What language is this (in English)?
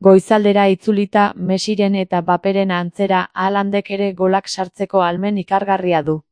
Basque